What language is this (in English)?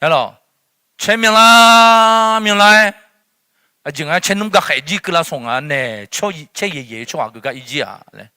Akha